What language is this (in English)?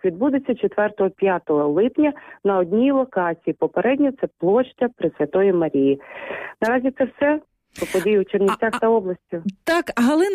Ukrainian